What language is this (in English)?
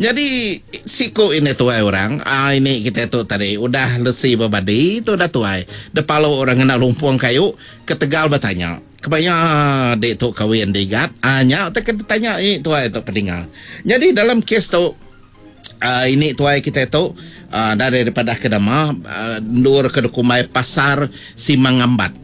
Iban